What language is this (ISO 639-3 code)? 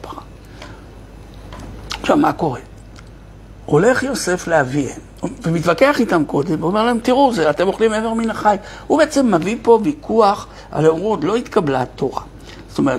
heb